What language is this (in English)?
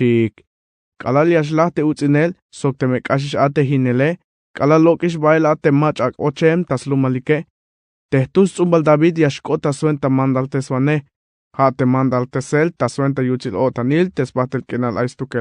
Tzeltal